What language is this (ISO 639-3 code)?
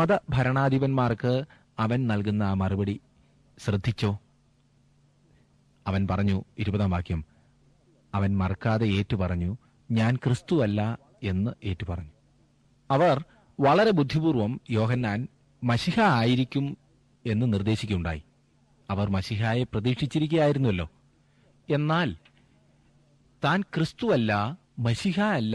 mal